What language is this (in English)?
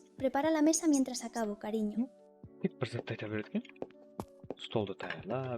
Kara-Kalpak